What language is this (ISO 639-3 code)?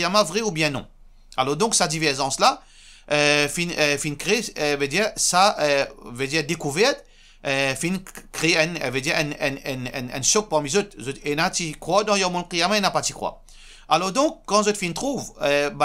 mfe